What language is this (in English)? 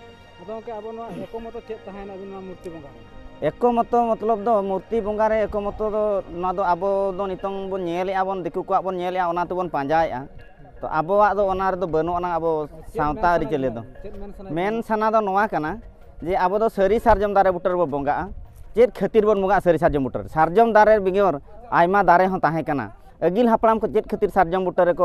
Santali